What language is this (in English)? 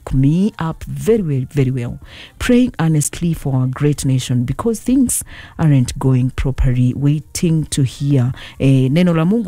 Kikuyu